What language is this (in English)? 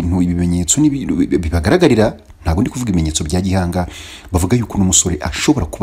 Kinyarwanda